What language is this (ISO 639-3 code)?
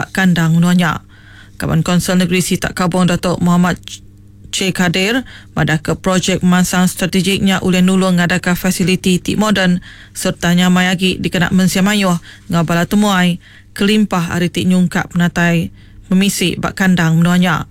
iba